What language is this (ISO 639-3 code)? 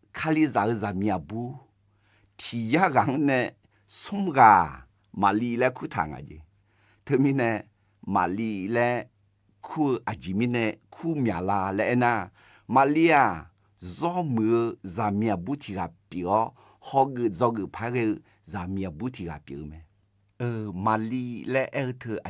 ahk